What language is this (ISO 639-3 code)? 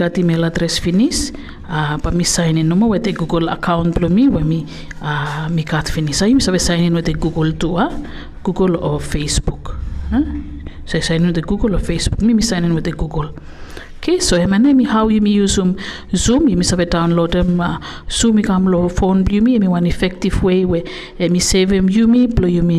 bis